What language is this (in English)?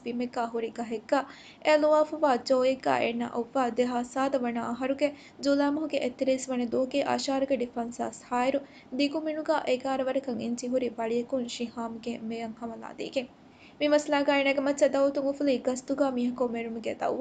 Divehi